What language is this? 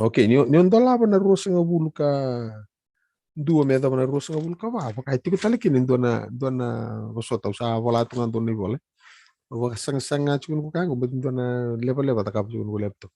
Fijian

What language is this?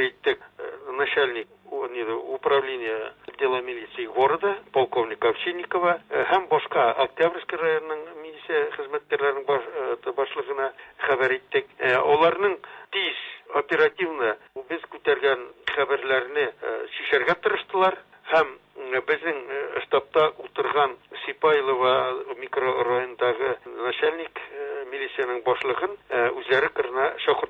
Tatar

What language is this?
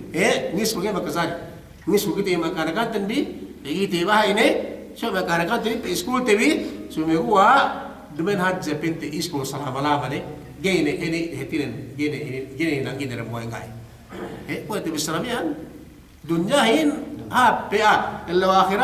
Yakan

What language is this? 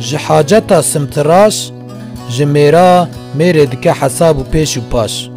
Kurdish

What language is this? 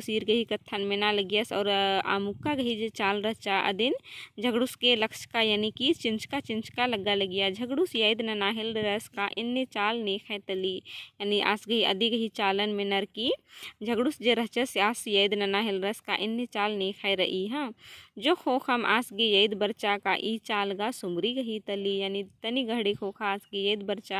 Kurukh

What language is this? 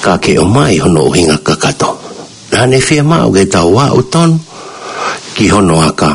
Tongan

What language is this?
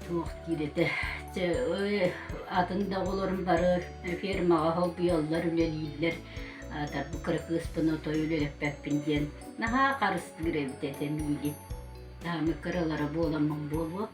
Yakut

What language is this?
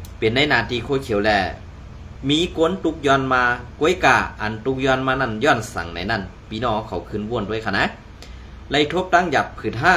Shan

